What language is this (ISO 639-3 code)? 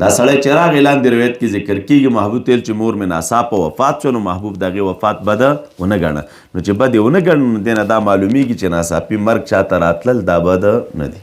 pus